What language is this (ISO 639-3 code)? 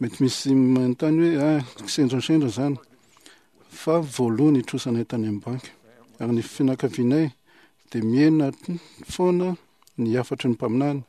mlg